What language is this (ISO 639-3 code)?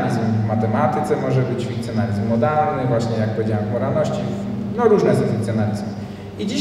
pol